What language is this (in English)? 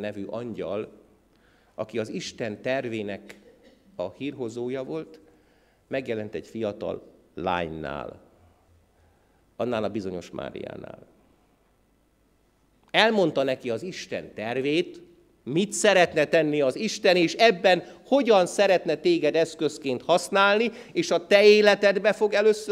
Hungarian